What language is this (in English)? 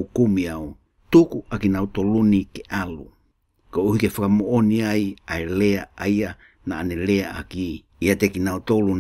Tongan